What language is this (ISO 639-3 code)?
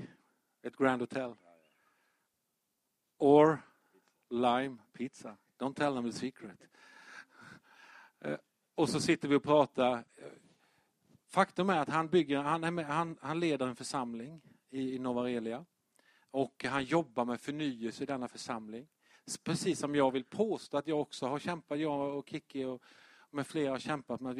swe